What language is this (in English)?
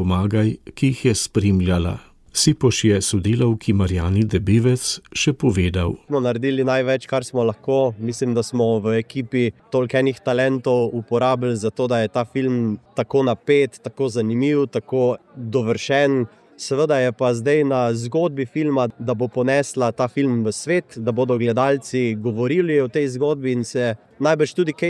Slovenian